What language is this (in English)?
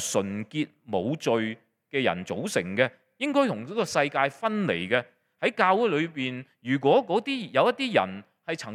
Cantonese